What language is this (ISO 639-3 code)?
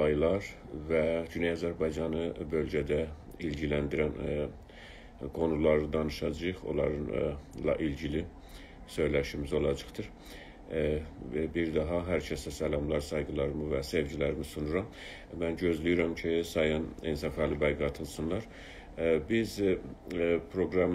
azb